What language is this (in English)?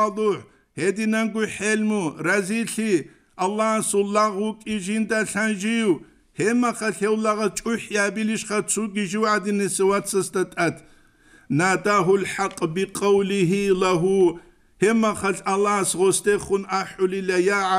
Avaric